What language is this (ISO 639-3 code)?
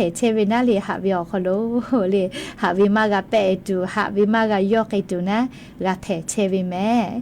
lhu